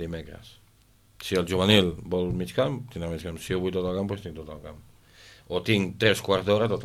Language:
Catalan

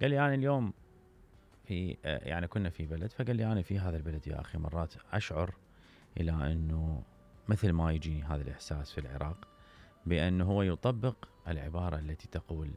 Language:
Mesopotamian Arabic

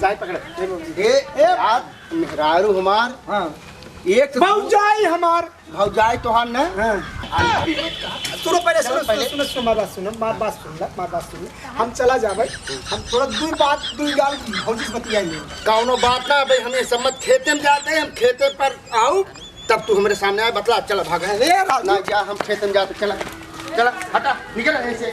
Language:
Bhojpuri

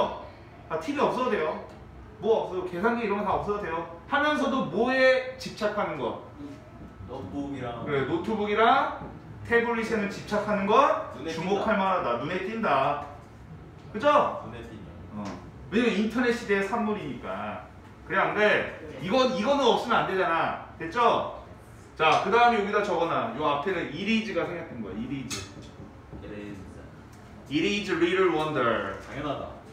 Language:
Korean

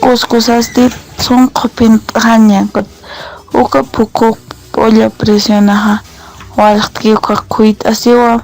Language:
Aymara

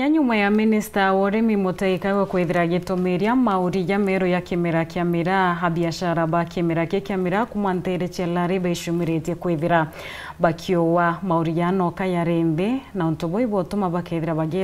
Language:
Meru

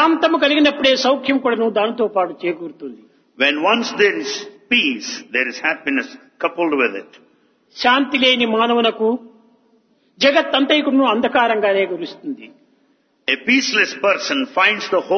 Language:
Telugu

